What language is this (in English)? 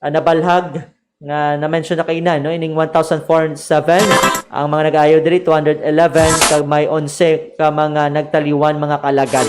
Hiligaynon